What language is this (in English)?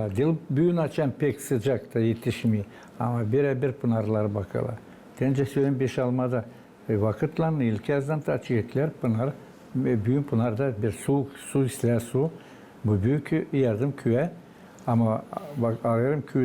Gagauz